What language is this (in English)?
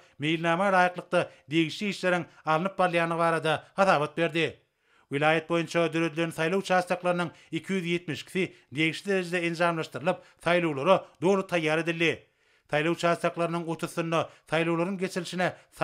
Turkmen